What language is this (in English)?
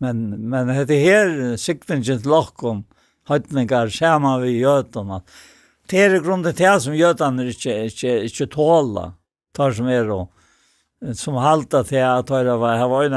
Faroese